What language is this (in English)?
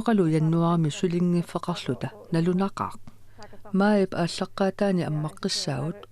Kalaallisut